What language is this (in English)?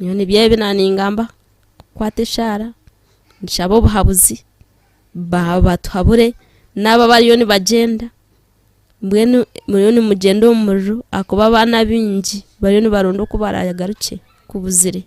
Nyankole